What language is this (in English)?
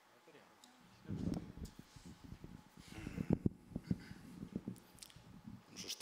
Icelandic